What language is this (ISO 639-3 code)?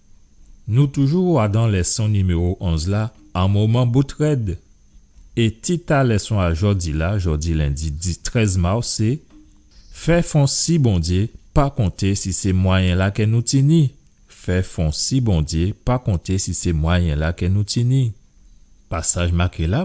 gcf